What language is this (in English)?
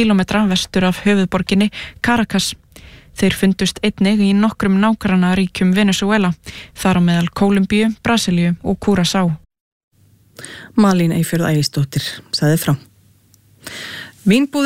Icelandic